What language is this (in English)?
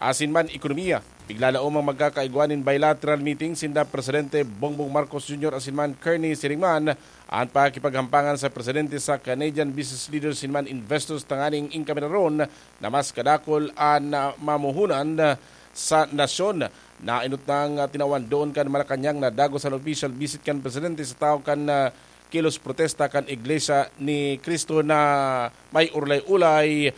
Bikol